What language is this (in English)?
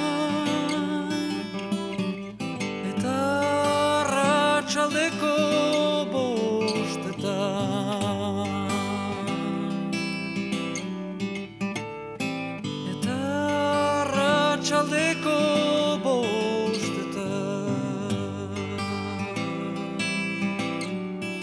Basque